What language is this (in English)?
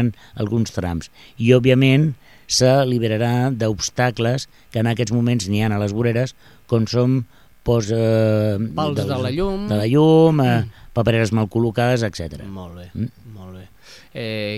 Catalan